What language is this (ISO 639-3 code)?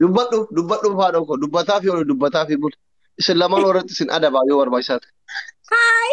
orm